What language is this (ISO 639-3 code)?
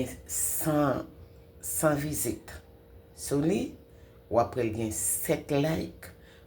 hat